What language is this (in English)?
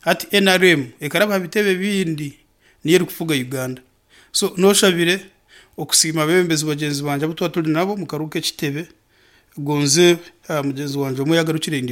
Nyankole